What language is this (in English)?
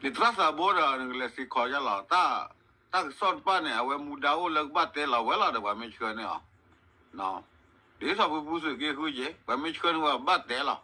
S'gaw Karen